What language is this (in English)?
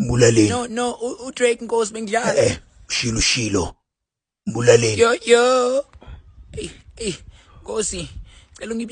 Zulu